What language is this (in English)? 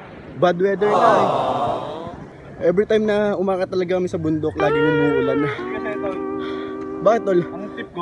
Filipino